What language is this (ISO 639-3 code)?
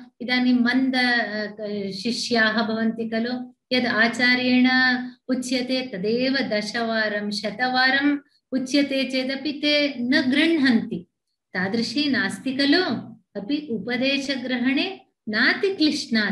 san